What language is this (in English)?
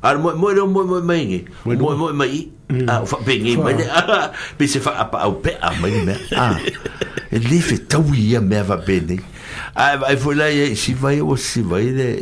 Samoan